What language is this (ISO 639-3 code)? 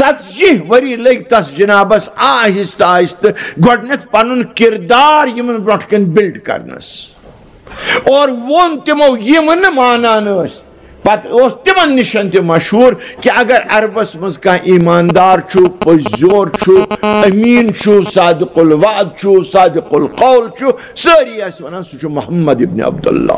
kas